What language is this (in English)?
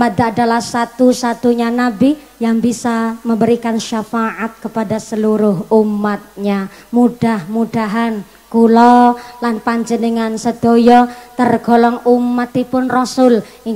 Javanese